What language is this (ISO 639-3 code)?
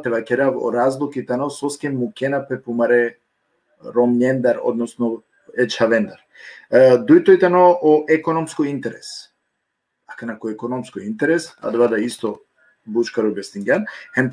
rmn